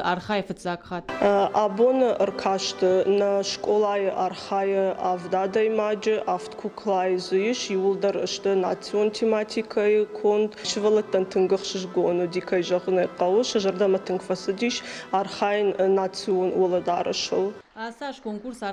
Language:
Ossetic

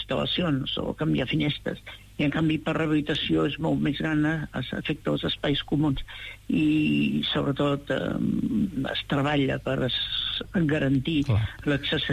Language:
Catalan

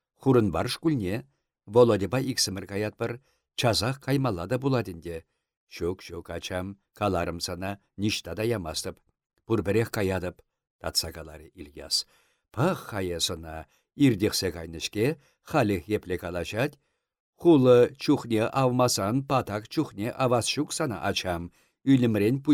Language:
Chuvash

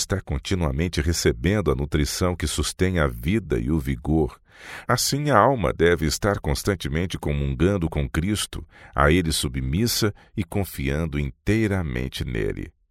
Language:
Portuguese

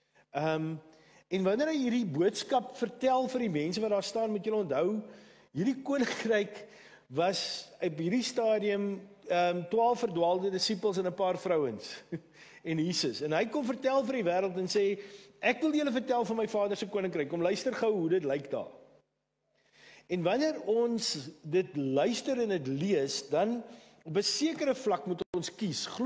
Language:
Afrikaans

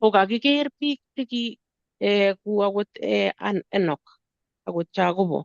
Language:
Kalenjin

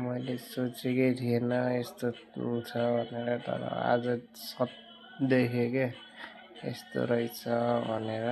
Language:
Nepali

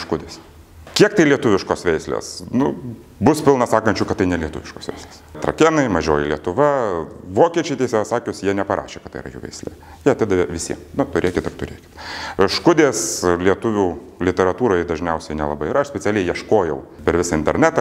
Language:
Lithuanian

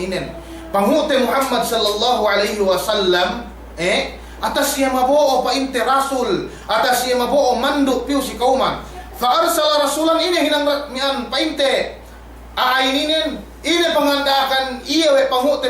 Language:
Yakan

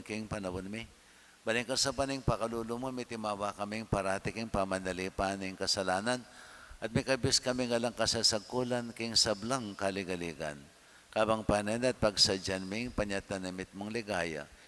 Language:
Pampanga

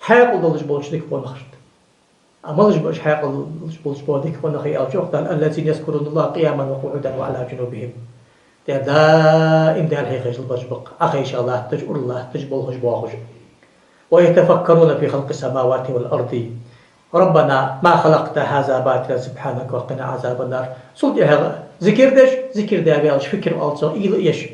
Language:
Ingush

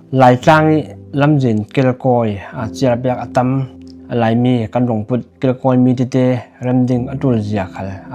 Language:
Falam Chin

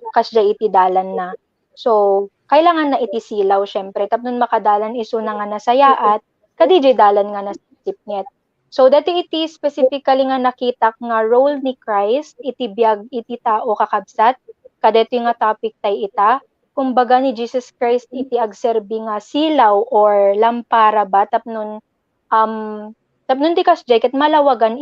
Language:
Iloko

